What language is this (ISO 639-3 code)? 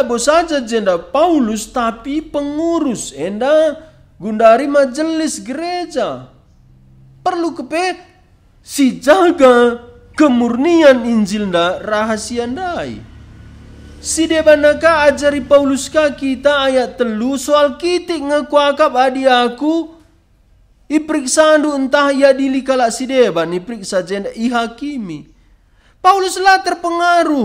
btx